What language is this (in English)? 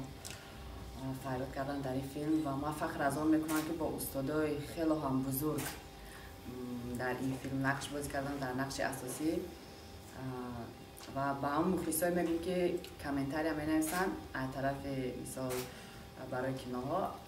Tajik